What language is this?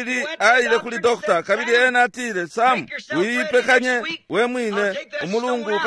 Bemba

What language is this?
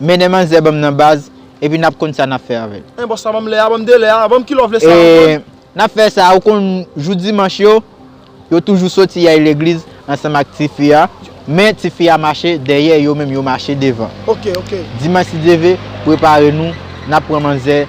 Haitian Creole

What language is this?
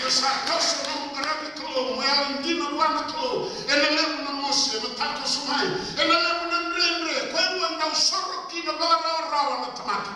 Fijian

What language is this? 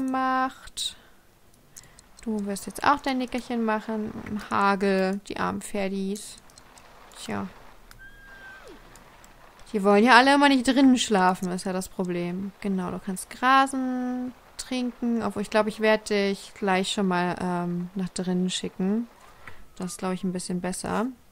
German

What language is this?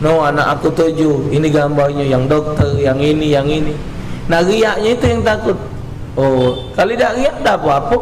Musi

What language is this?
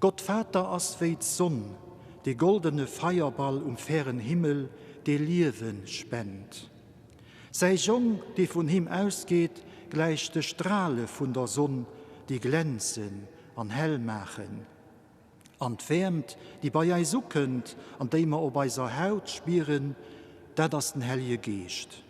Luxembourgish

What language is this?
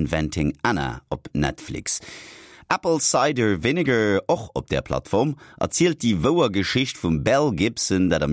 Luxembourgish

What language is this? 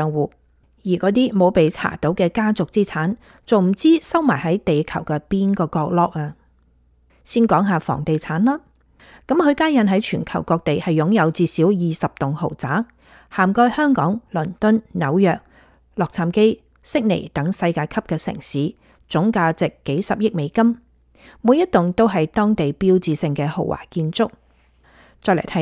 Cantonese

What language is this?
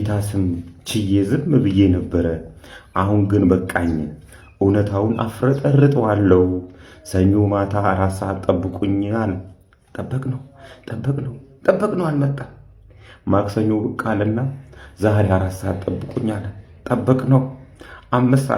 Amharic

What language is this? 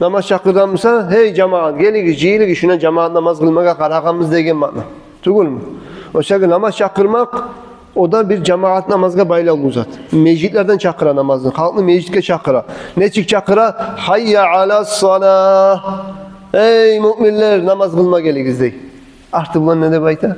Kumyk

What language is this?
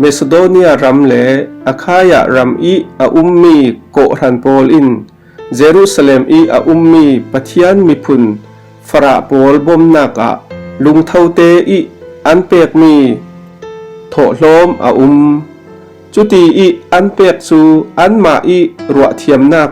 Falam Chin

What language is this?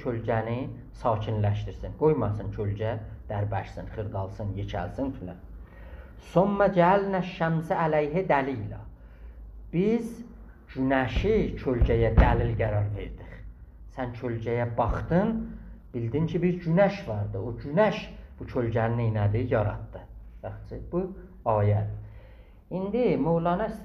South Azerbaijani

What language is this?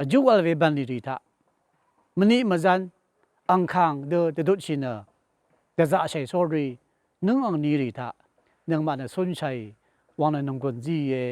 Rawang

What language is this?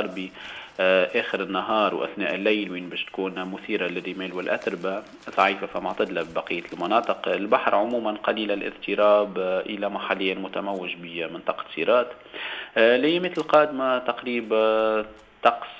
Tunisian Arabic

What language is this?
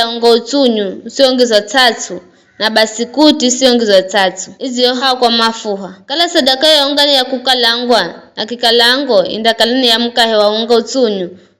Giryama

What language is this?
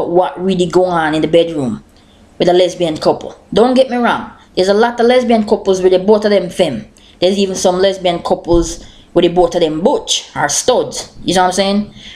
Jamaican Creole English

